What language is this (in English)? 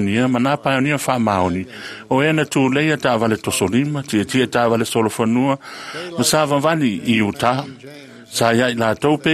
Samoan